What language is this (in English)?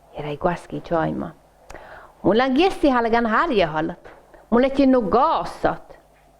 Northern Sami